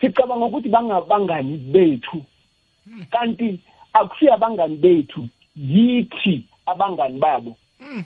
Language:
South Ndebele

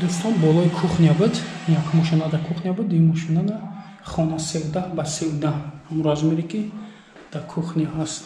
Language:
Tajik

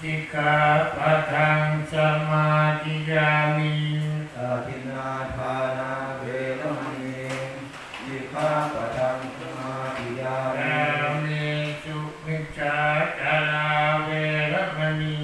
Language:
Pali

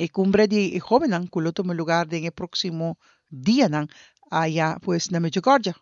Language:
Papiamento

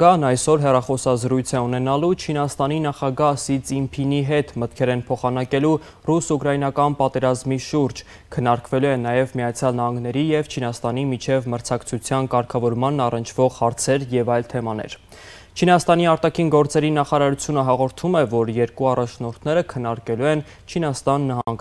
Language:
Armenian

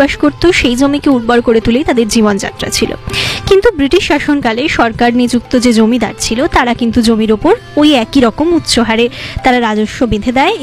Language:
Bangla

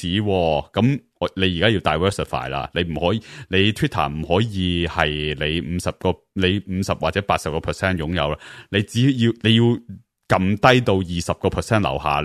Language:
Cantonese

